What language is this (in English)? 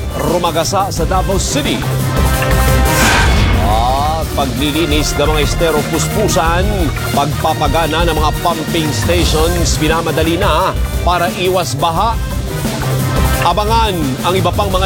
Filipino